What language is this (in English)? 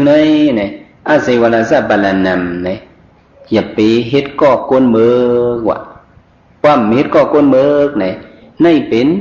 Shan